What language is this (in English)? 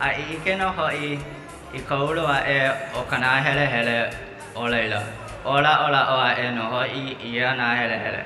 Hawaiian